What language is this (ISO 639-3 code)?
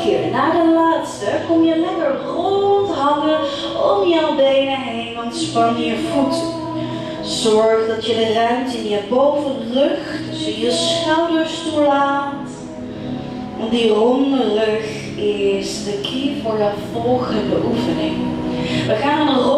nld